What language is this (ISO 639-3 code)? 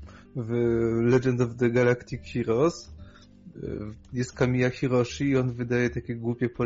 pol